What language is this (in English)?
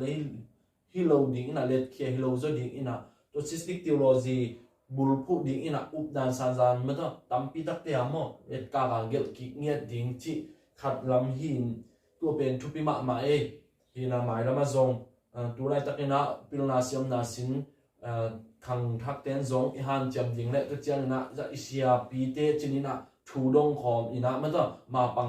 Tedim Chin